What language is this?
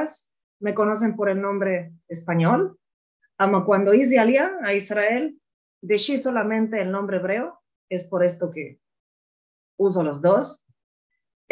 Ladino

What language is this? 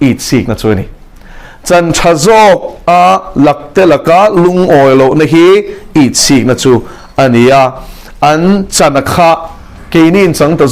Mizo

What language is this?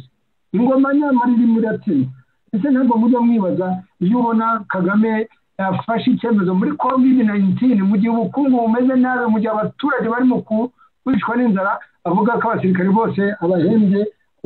Kinyarwanda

